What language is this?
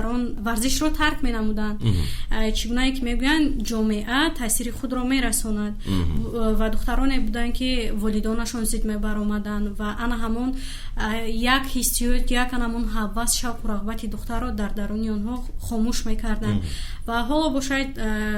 Tajik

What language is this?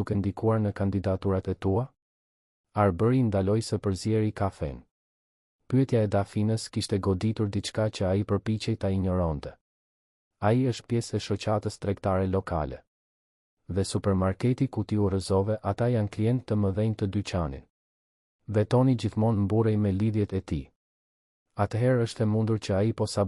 Albanian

